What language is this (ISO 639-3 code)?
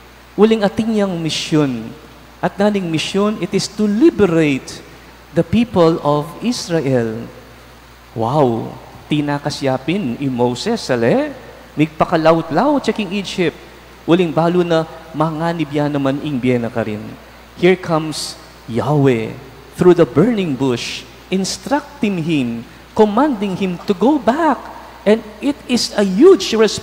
pam